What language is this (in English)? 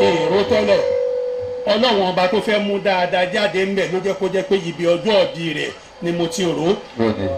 Yoruba